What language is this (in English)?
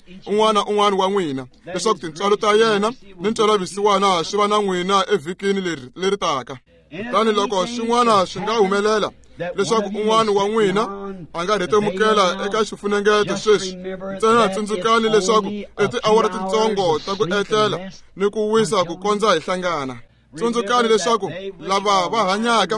Tsonga